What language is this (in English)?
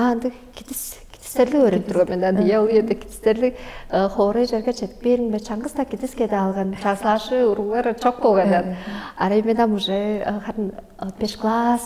Tuvinian